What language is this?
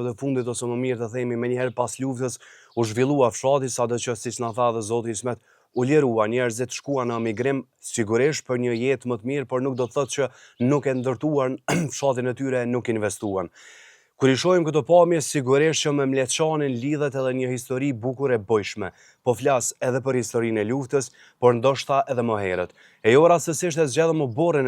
Albanian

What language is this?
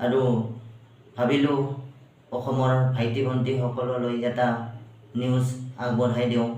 Assamese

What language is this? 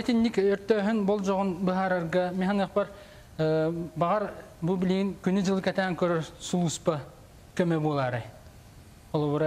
Yakut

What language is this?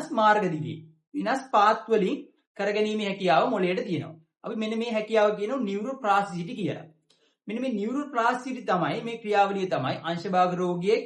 Sinhala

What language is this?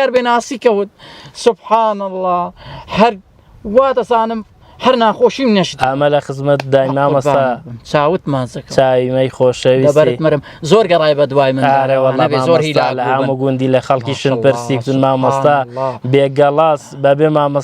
Central Kurdish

